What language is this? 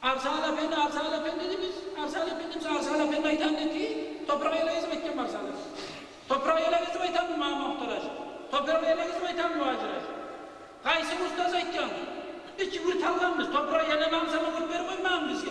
Kumyk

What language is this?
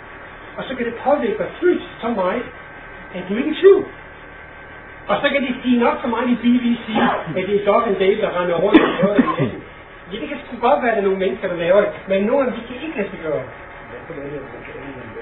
Danish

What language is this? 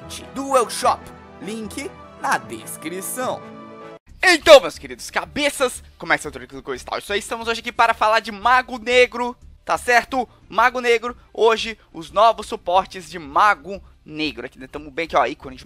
Portuguese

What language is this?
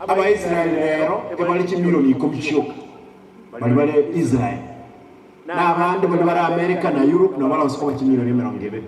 Gusii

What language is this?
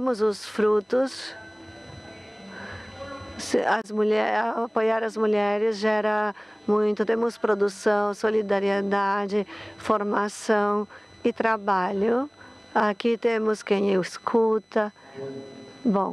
Portuguese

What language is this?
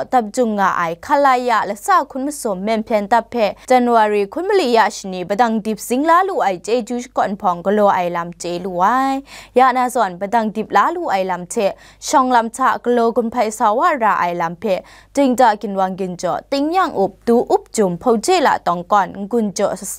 Kachin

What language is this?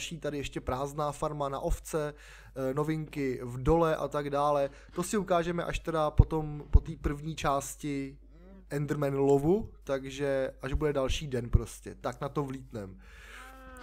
Czech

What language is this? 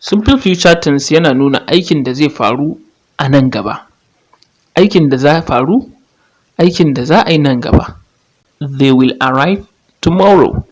Hausa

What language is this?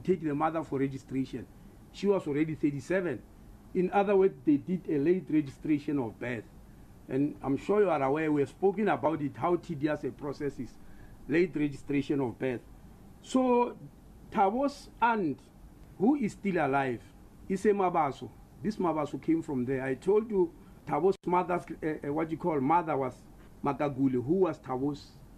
English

